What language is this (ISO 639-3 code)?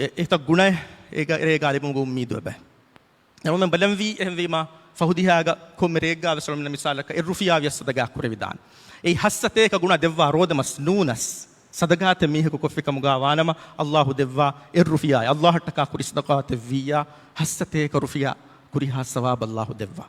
div